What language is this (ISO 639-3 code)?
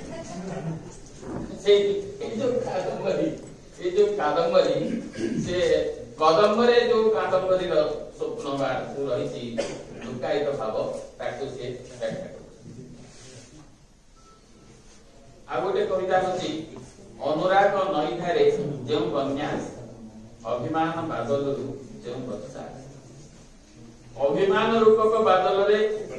ori